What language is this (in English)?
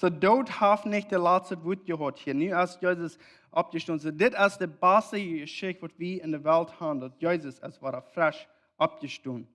Plautdietsch